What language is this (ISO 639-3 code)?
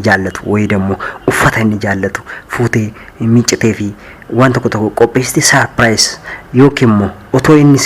orm